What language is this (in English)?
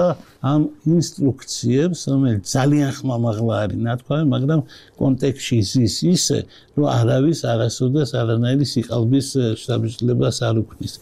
Georgian